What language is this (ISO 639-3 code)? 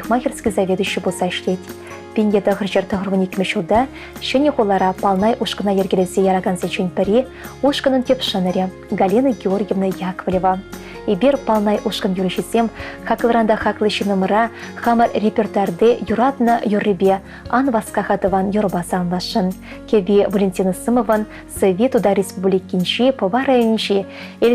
chv